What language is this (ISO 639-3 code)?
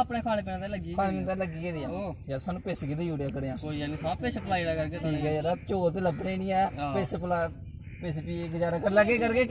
doi